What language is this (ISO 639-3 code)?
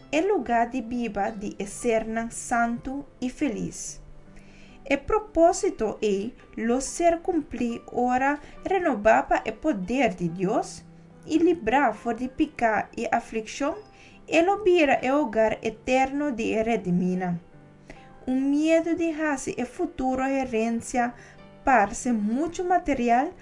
pap